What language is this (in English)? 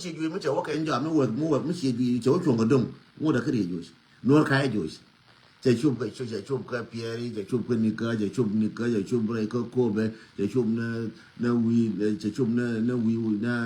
Nuer